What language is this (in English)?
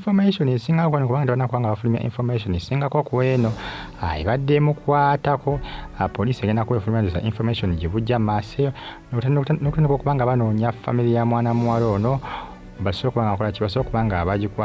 Ganda